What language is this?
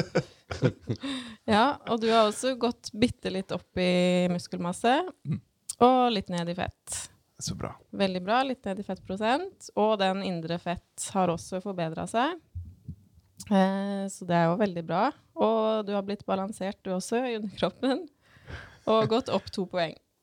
Norwegian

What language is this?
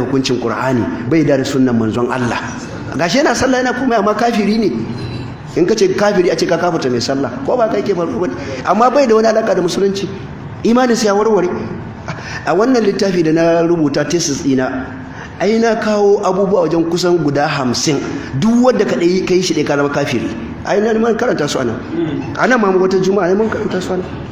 Hausa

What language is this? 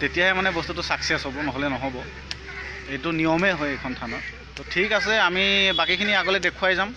Assamese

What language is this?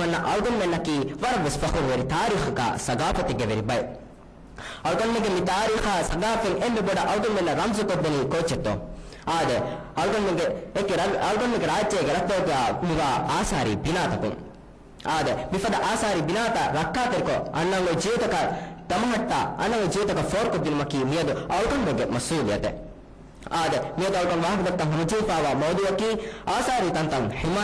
Divehi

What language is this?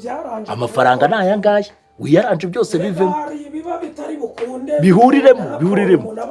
Kinyarwanda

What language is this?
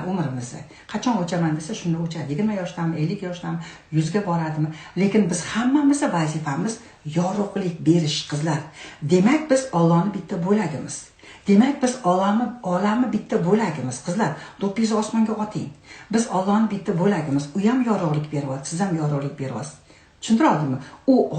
Uzbek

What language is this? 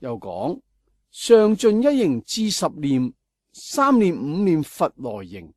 Cantonese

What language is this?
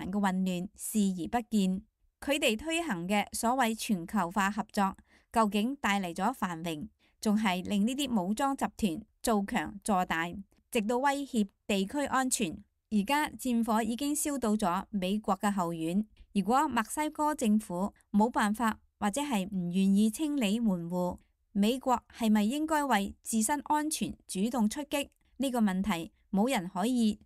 Cantonese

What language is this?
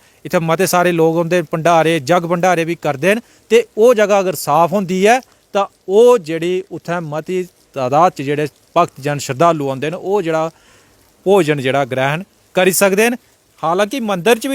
Dogri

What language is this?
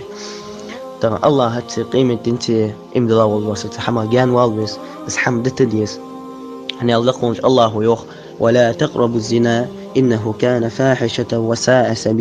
Ingush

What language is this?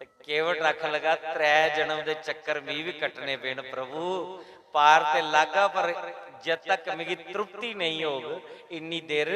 Dogri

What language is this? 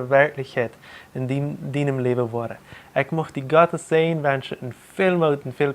Plautdietsch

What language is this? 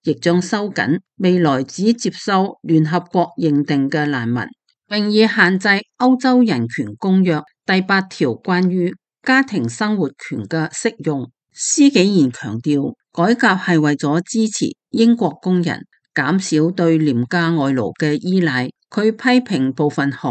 Cantonese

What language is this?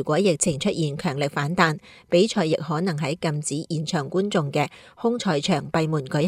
Cantonese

